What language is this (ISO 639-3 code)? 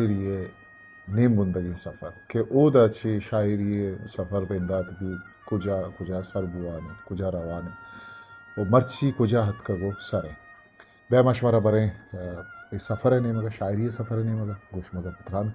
bgp